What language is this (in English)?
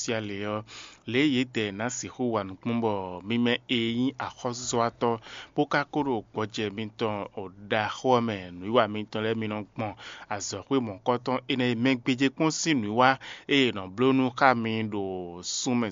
Fon